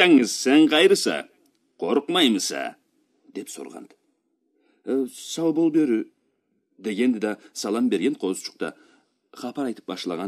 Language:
Karachay-Balkar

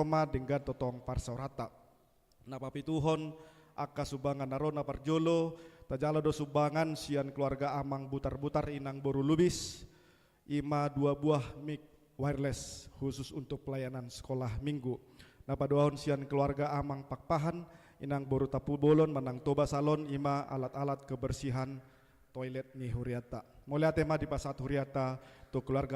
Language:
Batak Toba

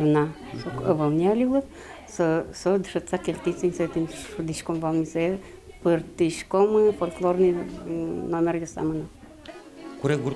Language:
Udmurt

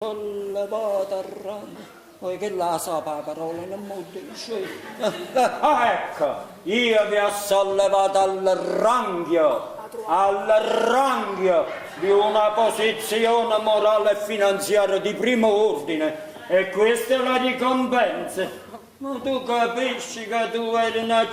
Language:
Neapolitan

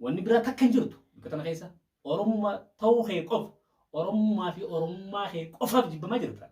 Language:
Oromo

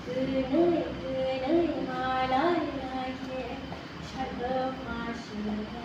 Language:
Kok Borok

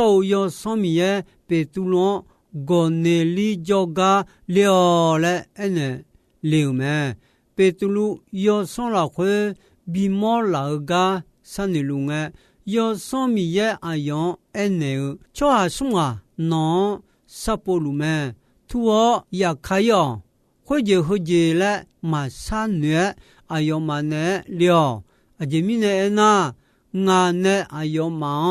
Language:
Akha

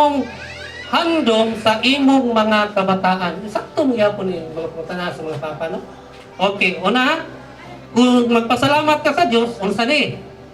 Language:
Cebuano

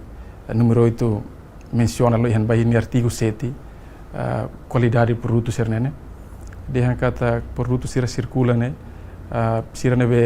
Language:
Tetum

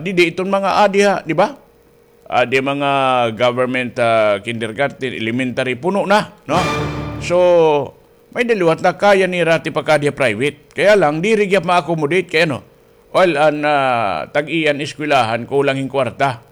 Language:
Waray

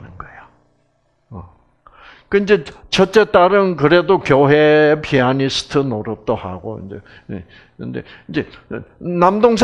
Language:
Korean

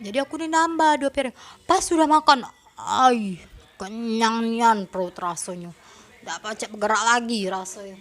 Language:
Musi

